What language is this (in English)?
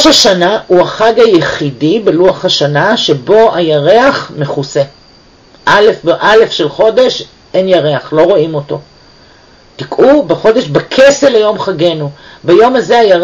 Hebrew